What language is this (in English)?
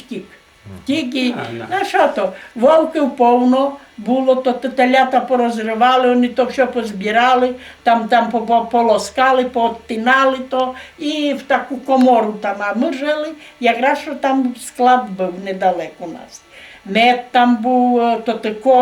Rusyn